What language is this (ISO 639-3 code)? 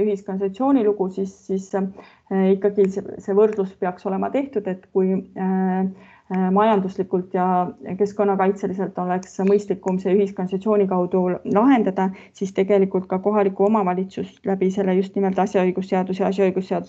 est